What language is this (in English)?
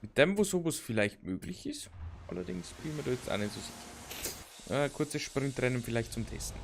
Bavarian